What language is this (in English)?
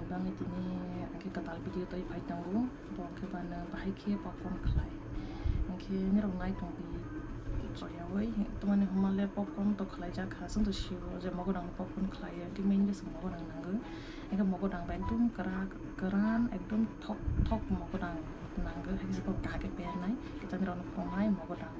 Kok Borok